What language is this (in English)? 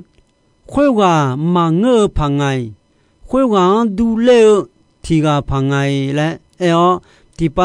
Akha